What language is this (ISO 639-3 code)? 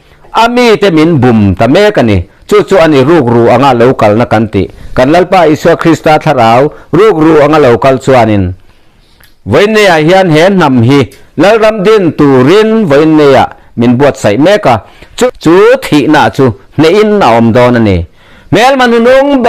lus